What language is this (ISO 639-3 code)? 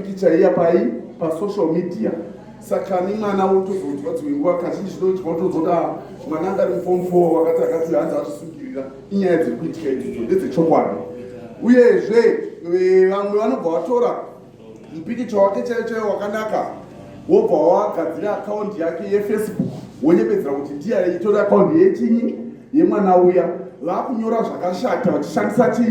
sna